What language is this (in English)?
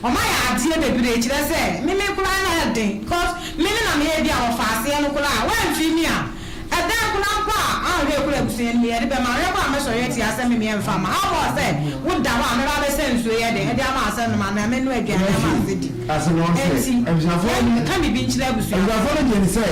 Akan